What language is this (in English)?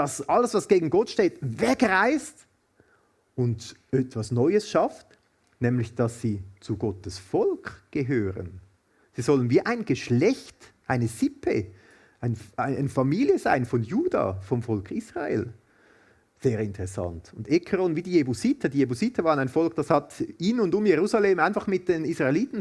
Swiss German